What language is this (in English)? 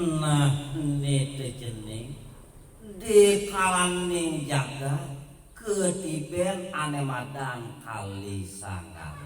Balinese